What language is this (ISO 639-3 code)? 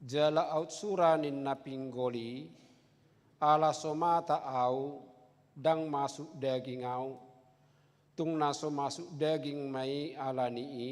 bbc